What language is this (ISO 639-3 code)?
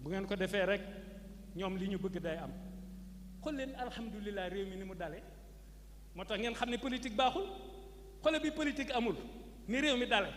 wol